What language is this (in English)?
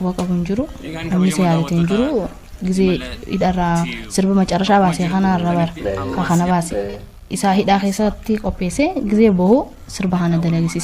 Oromo